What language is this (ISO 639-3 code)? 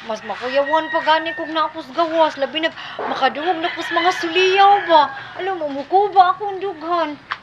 ceb